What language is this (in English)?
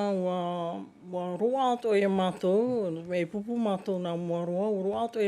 Tahitian